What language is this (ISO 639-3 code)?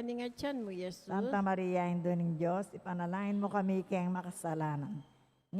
pam